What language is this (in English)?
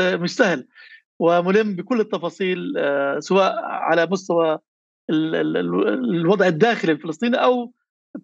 North Levantine Arabic